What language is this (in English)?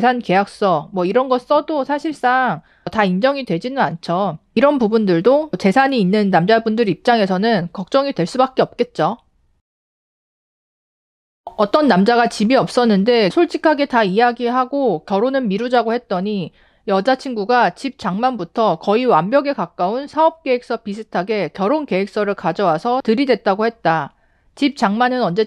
Korean